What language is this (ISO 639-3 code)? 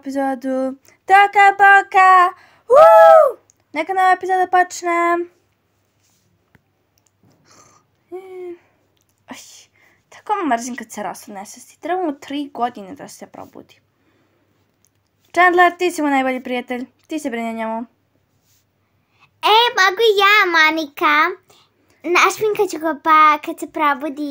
hrv